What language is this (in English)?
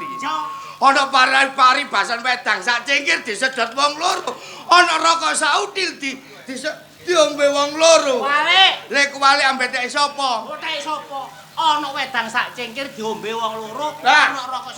Javanese